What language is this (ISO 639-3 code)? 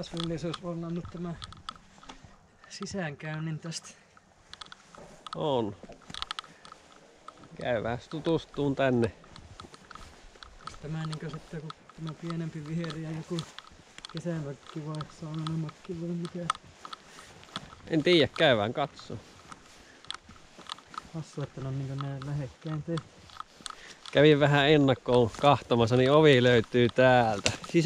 fin